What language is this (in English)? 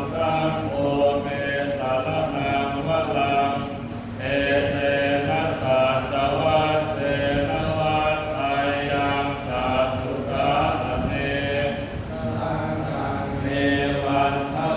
Pali